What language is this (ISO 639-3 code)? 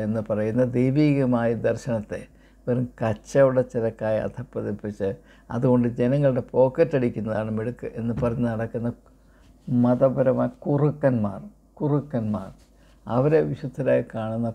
mal